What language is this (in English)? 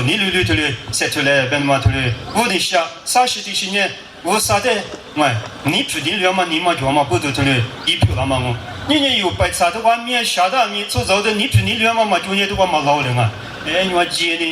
Lisu